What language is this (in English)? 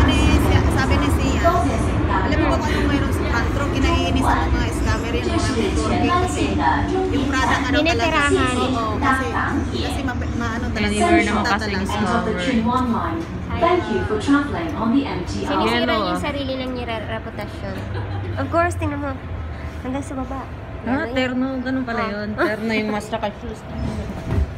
Filipino